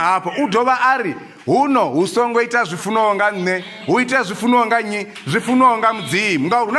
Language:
Venda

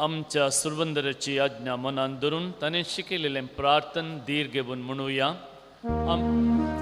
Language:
Konkani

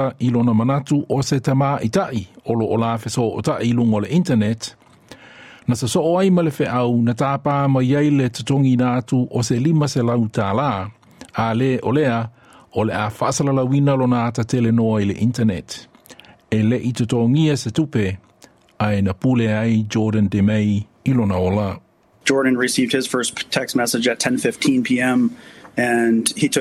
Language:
Samoan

